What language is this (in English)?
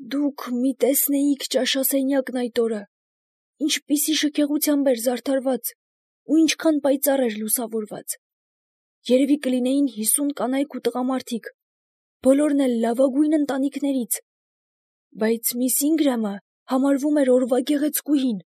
Armenian